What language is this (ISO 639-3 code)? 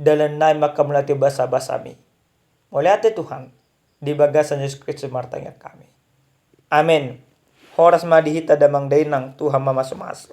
bbc